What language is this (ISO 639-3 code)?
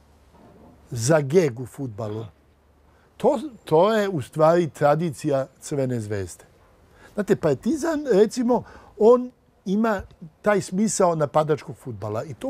srp